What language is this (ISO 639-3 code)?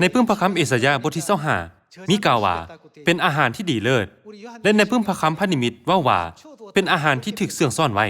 lao